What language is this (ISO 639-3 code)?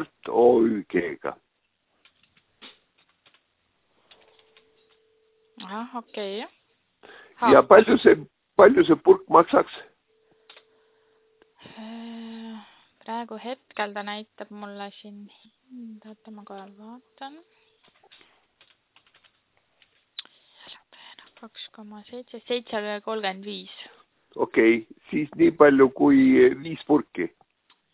est